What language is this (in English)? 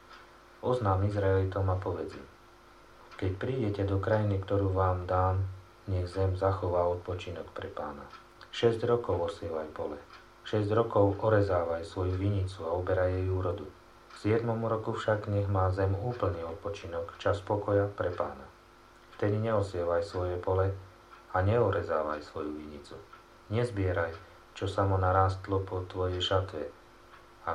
Slovak